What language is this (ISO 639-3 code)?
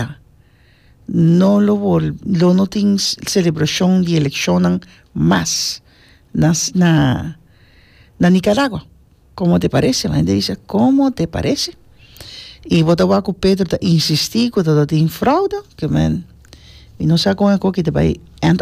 pap